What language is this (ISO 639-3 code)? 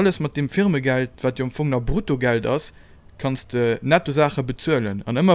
ltz